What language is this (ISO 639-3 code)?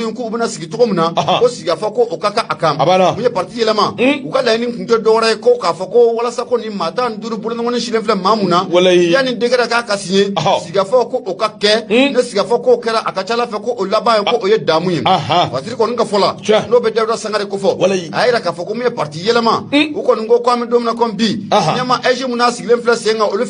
bam